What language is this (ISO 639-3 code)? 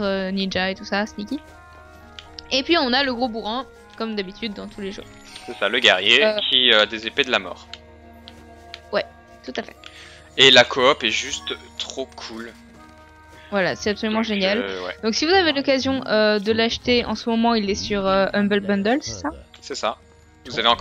fra